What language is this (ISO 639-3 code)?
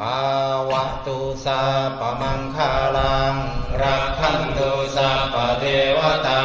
pli